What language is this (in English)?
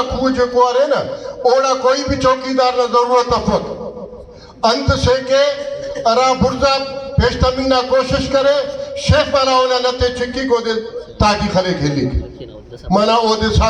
Brahui